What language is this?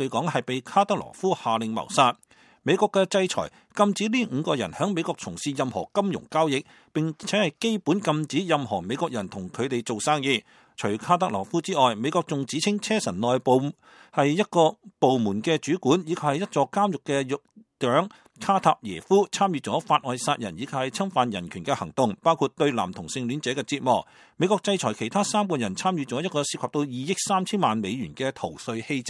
Cantonese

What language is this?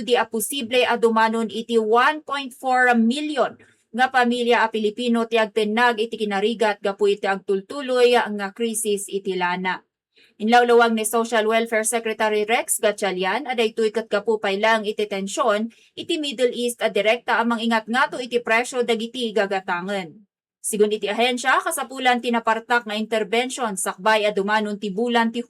Iloko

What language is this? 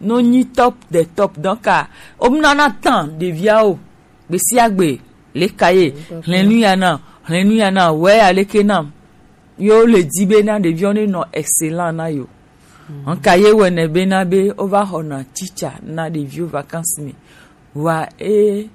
Gen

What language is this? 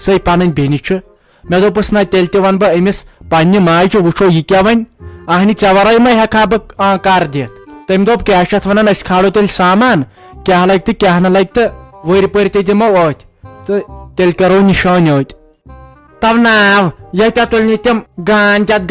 Kashmiri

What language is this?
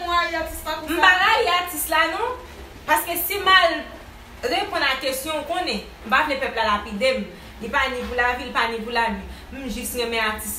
Haitian Creole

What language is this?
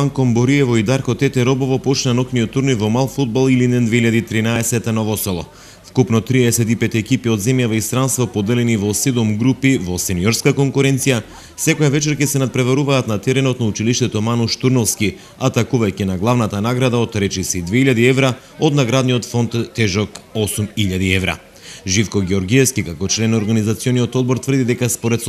Macedonian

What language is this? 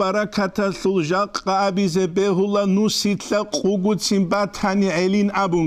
Avaric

